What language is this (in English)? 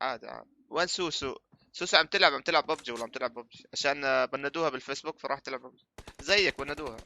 North Levantine Arabic